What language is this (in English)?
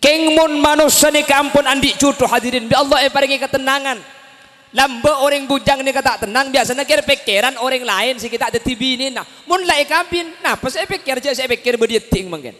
Madurese